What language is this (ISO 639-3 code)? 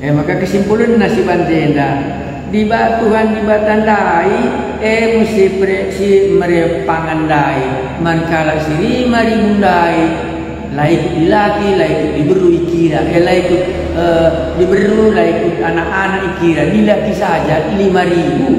btx